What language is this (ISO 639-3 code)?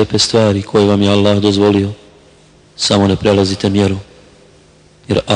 bos